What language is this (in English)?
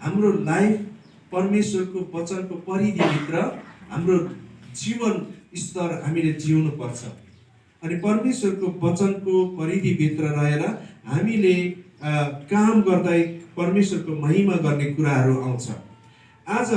Nepali